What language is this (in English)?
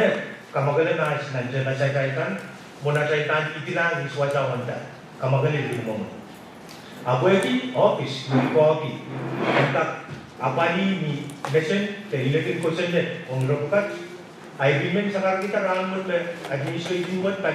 Pohnpeian